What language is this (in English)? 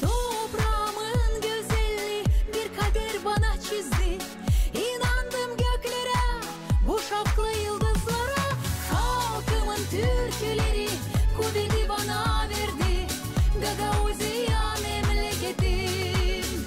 Gagauz